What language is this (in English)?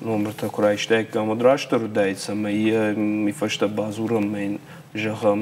Ossetic